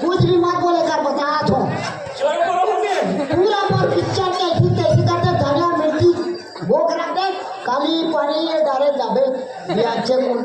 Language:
Chhattisgarhi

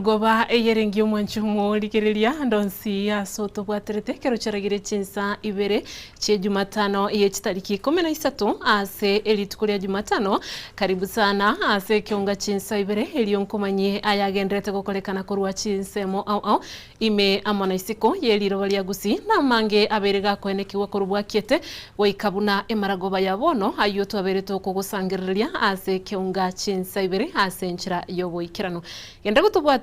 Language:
Gusii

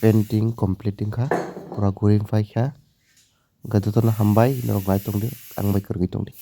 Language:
Kok Borok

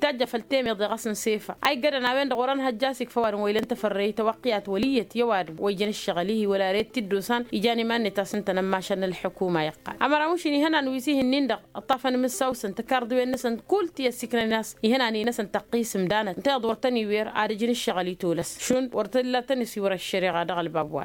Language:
Tamasheq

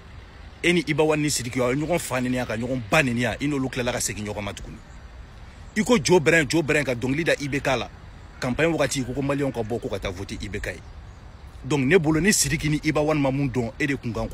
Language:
Bambara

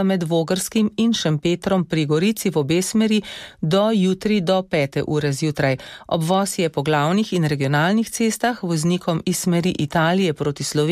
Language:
Slovenian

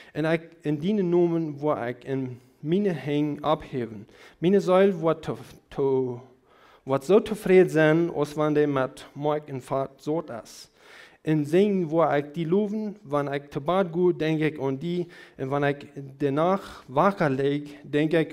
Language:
Plautdietsch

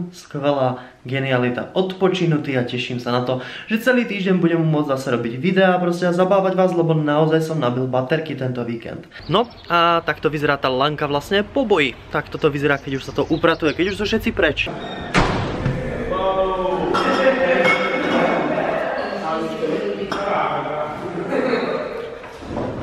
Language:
Slovak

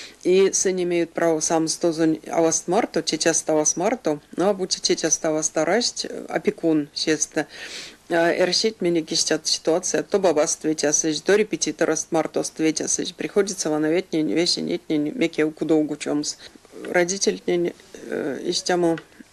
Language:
Erzya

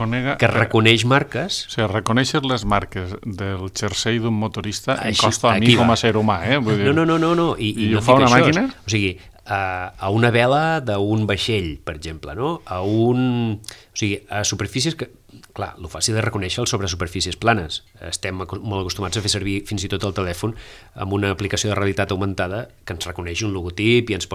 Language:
Catalan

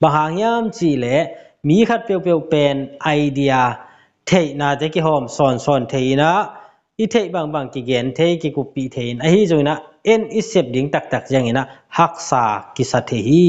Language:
Tedim Chin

